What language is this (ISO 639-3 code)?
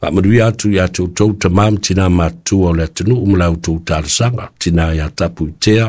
smo